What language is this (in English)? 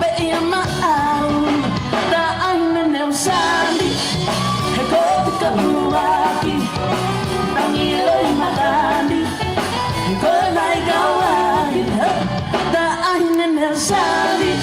Tongan